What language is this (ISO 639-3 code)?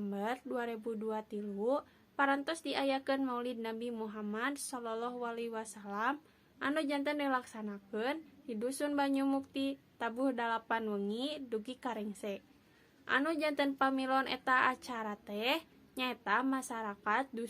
sun